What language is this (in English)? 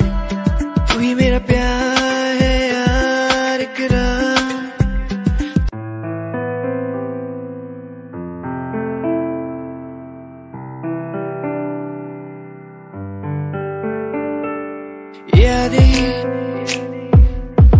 Hindi